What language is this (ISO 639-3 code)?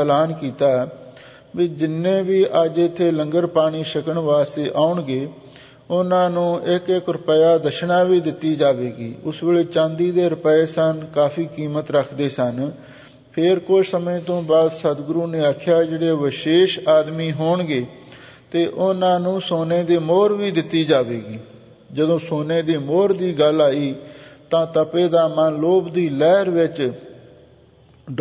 pan